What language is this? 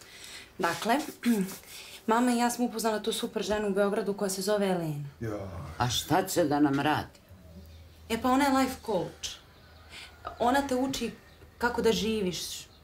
Serbian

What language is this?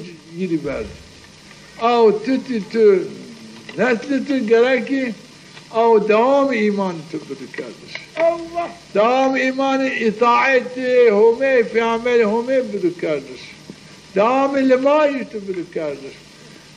Zaza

